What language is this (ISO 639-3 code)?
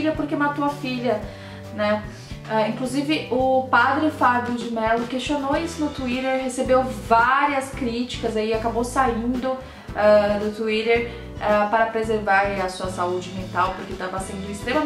por